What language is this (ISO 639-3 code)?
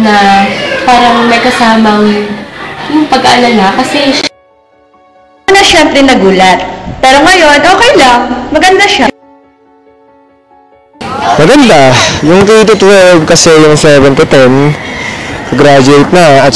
fil